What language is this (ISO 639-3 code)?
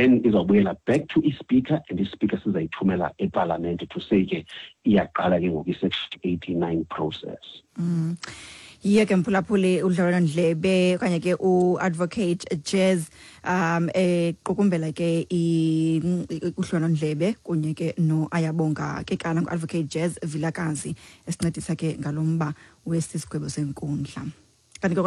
xho